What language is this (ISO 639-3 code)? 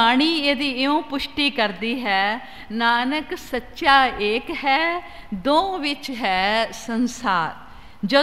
pan